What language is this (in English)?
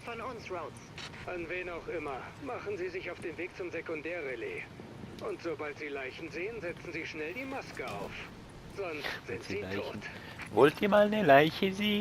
Swiss German